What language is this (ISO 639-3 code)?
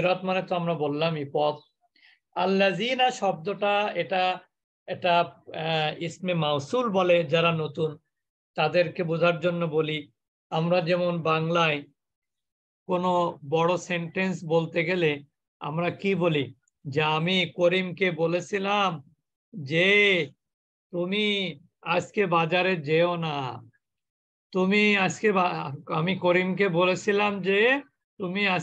ben